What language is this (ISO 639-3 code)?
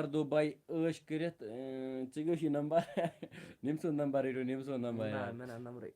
kas